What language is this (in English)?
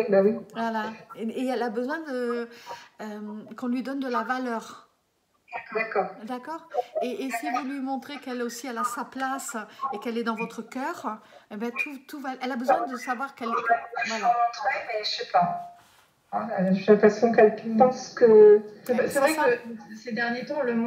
French